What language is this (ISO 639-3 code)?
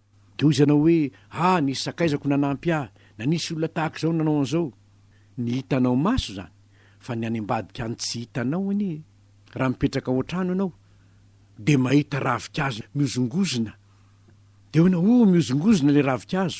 mlg